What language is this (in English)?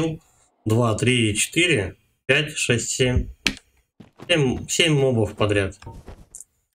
Russian